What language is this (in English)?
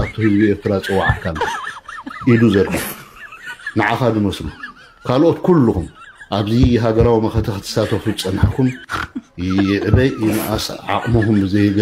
Tigrinya